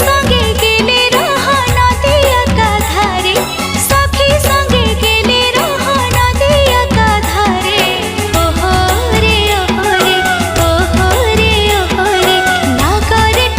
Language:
Chhattisgarhi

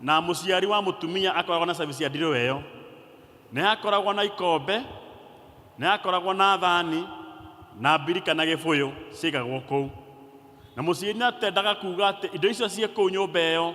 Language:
Kikuyu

